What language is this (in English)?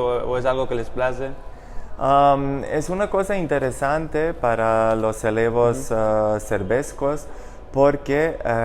Ladino